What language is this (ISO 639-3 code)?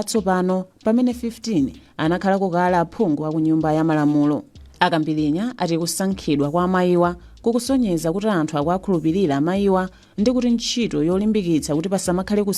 nya